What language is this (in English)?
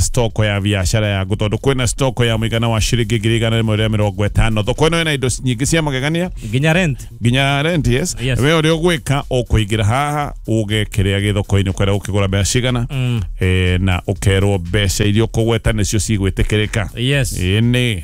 Kikuyu